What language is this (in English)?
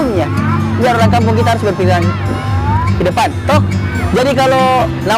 Makassar Malay